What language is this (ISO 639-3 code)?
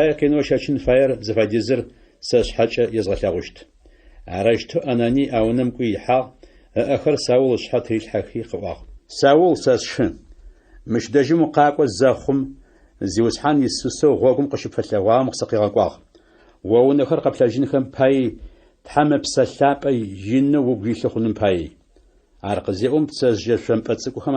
ady